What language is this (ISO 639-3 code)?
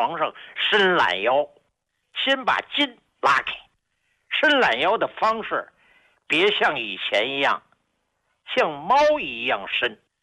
zho